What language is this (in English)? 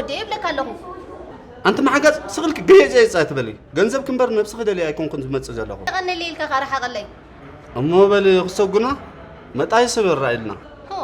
Tigrinya